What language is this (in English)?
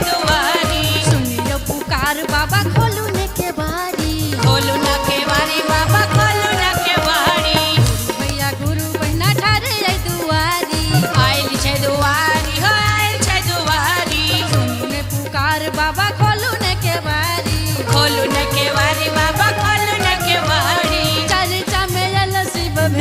Maithili